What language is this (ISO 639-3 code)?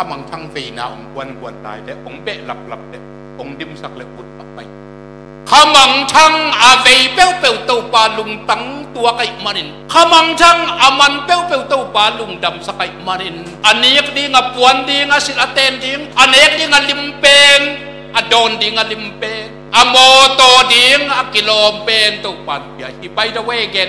ctd